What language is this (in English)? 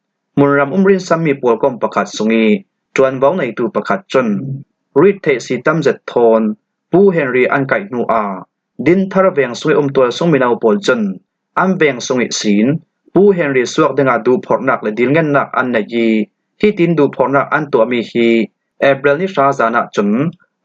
Falam Chin